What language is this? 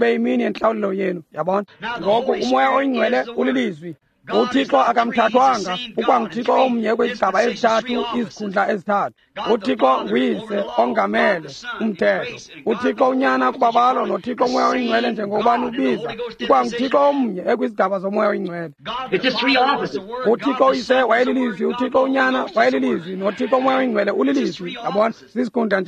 Xhosa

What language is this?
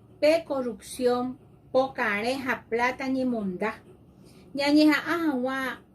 Guarani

